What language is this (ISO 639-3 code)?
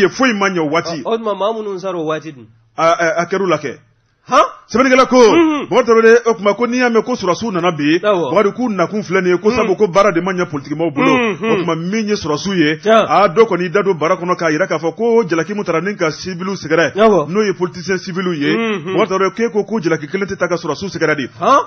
bam